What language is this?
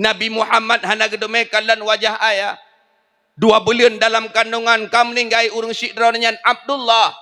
Achinese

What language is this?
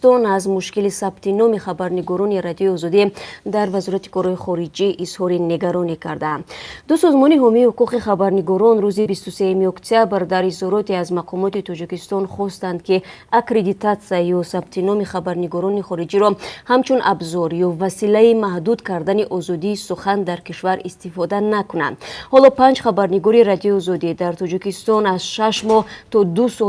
Tajik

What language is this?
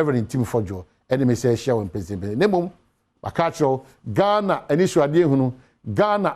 Akan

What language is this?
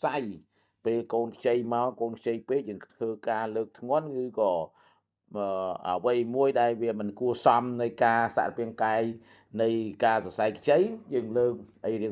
Khmer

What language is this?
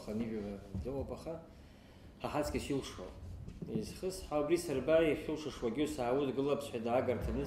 Abkhazian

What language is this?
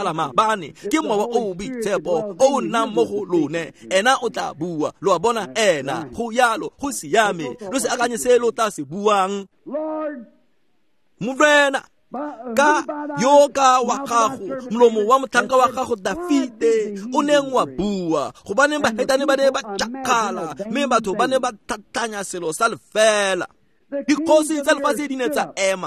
Tswana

